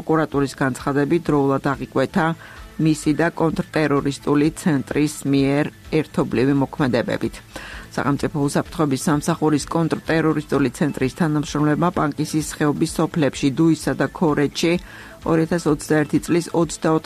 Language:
Georgian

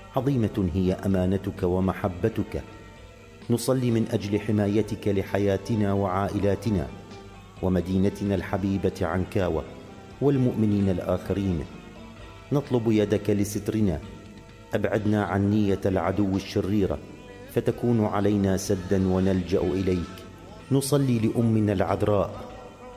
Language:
Arabic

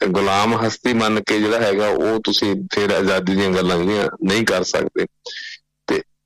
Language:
Punjabi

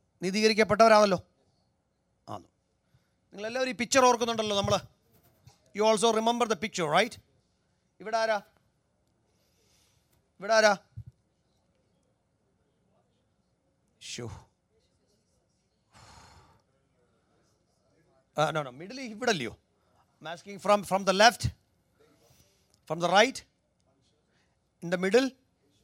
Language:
Malayalam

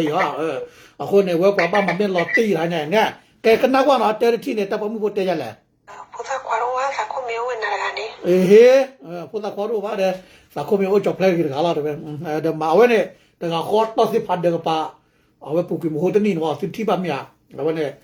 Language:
S'gaw Karen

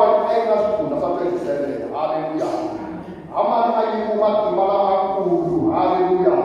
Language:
Tsonga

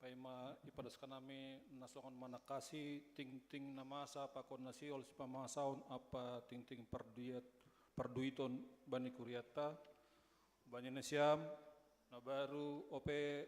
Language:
Batak Simalungun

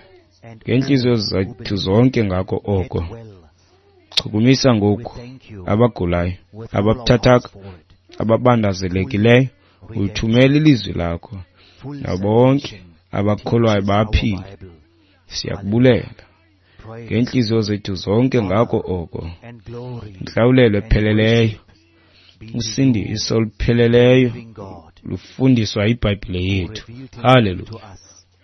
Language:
Xhosa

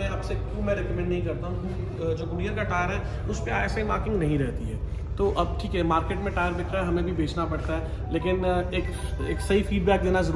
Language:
Hindi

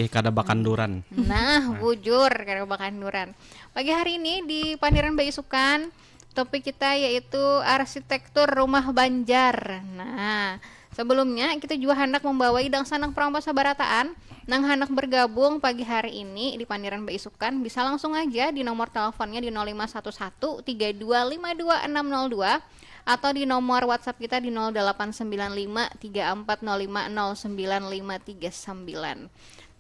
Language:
Banjar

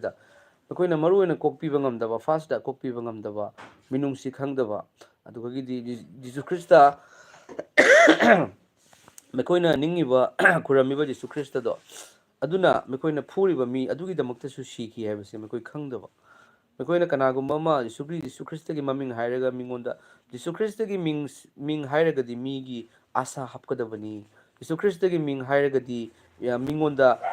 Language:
Manipuri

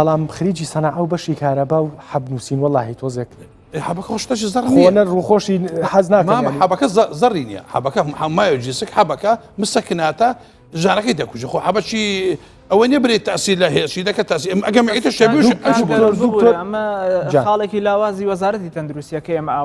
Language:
Central Kurdish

